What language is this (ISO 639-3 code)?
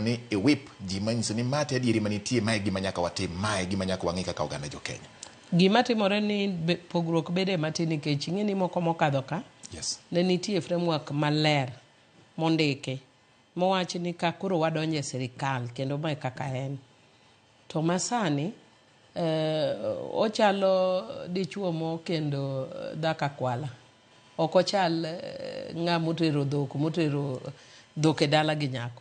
luo